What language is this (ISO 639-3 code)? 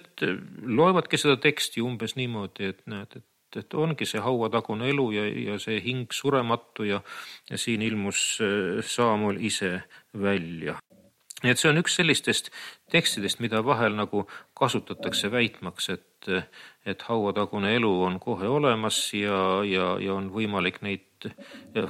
est